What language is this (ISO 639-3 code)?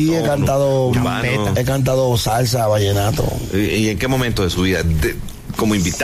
spa